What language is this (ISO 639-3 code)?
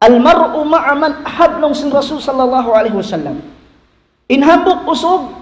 tsg